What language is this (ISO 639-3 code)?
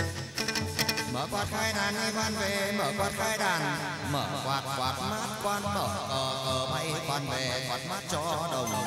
vie